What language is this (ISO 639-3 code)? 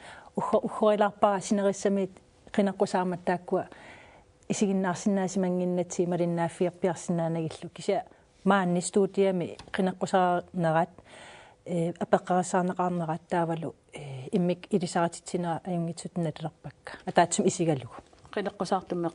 kal